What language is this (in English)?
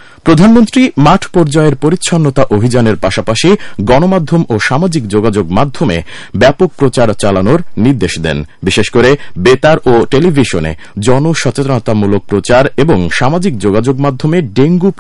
Bangla